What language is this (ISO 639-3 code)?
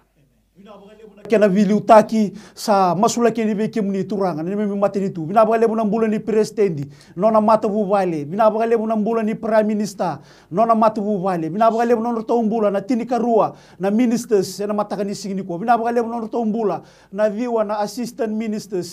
fij